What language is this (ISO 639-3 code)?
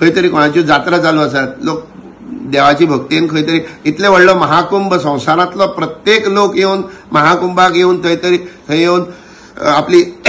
kok